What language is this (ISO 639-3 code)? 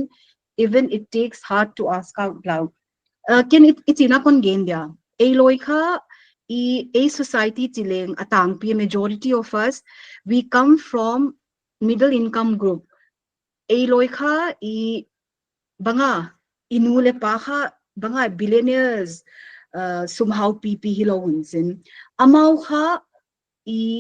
pck